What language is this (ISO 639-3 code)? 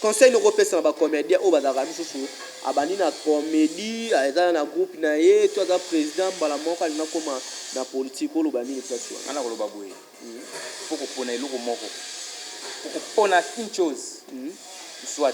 lin